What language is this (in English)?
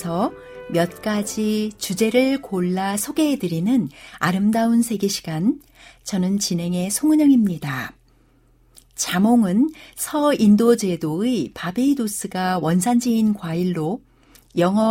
Korean